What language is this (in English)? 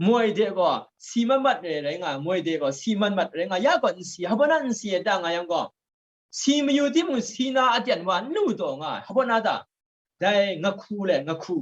Kachin